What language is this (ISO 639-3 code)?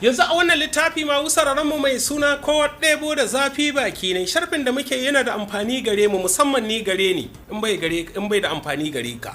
hau